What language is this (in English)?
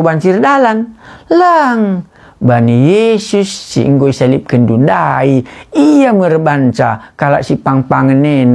Batak Karo